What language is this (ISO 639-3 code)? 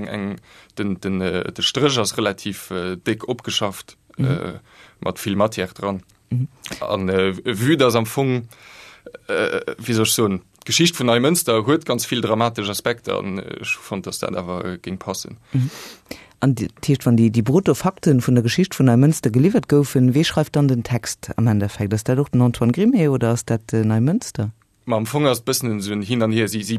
ltz